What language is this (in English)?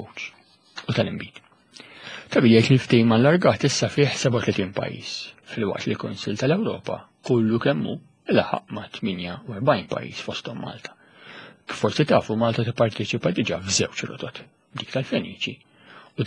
Maltese